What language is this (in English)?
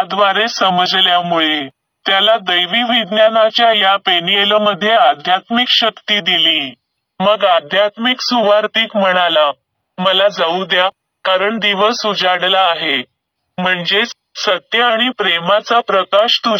Marathi